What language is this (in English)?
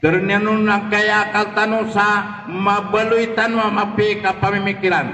Maranao